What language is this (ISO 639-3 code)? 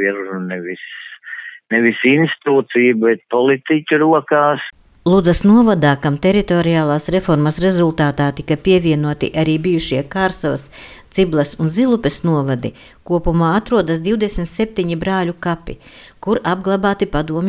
lav